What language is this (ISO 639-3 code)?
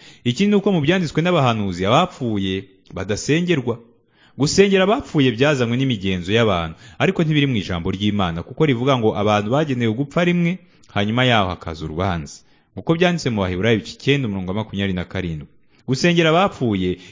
kin